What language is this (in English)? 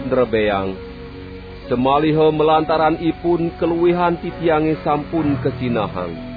Balinese